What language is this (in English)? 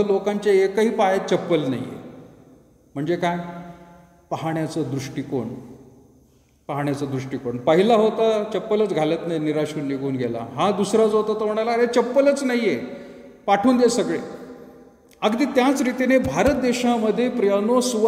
Marathi